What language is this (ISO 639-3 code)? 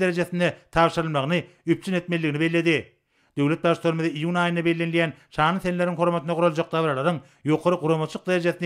tuk